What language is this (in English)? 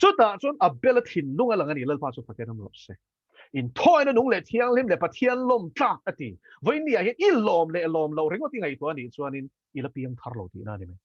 Mizo